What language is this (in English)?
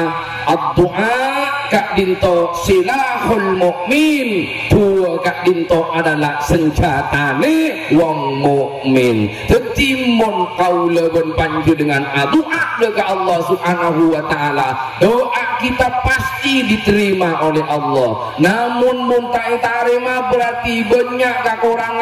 Madurese